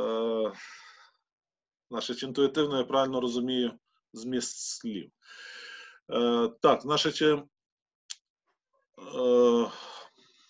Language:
Ukrainian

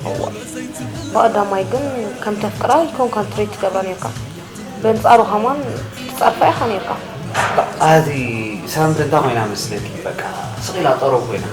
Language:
Tigrinya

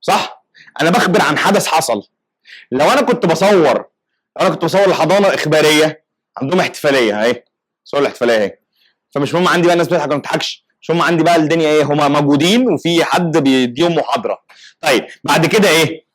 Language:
Egyptian Arabic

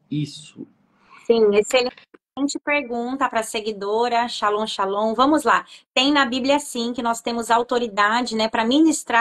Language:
Portuguese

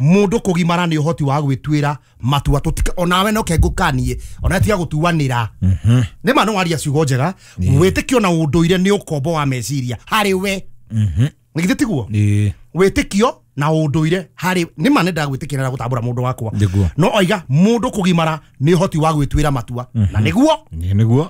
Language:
Kikuyu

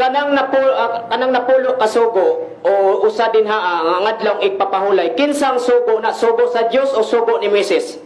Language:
Cebuano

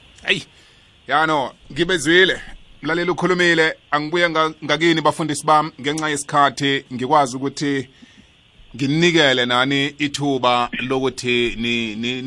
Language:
South Ndebele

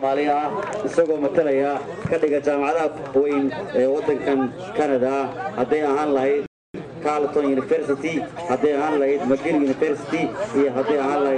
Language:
Somali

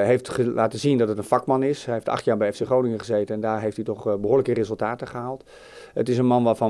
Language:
Dutch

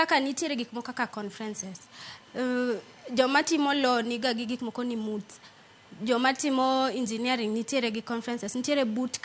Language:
Luo (Kenya and Tanzania)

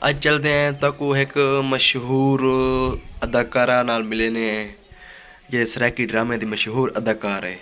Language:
Saraiki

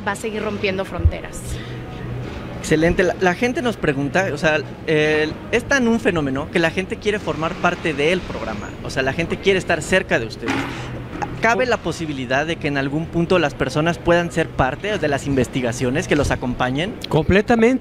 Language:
Spanish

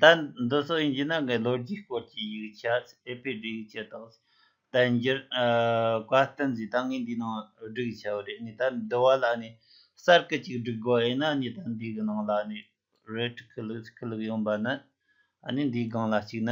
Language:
Tibetan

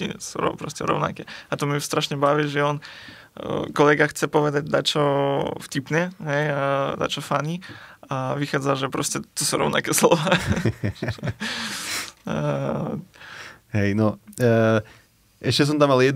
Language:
Slovak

